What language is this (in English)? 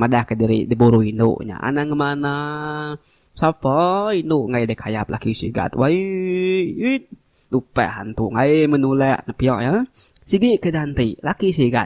Iban